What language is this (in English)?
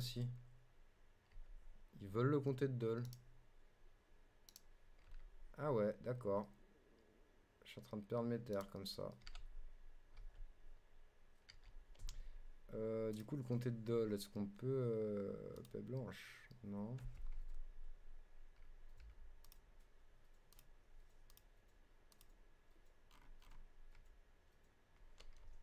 French